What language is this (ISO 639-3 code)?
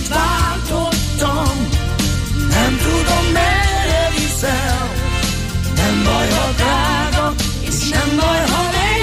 hun